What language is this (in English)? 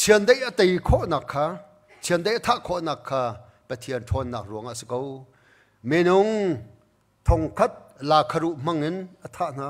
Hakha Chin